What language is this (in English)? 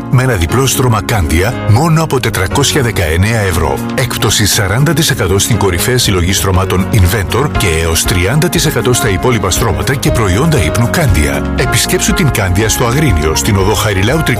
Greek